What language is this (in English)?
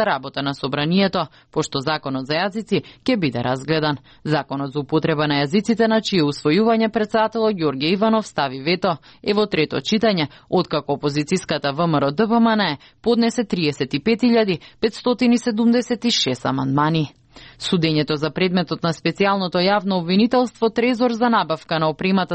Macedonian